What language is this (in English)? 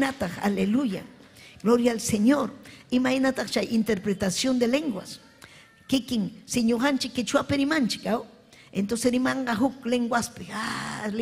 Ayacucho Quechua